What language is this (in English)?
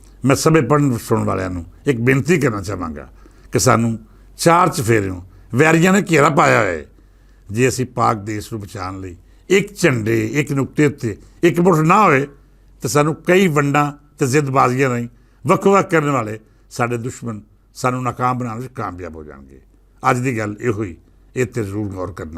Western Panjabi